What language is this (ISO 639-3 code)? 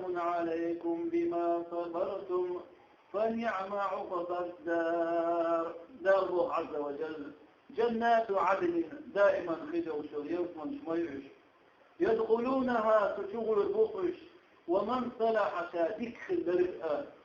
che